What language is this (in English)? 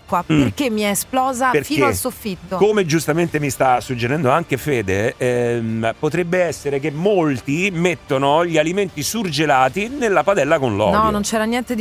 Italian